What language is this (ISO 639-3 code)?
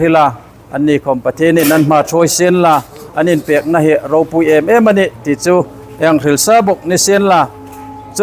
hmr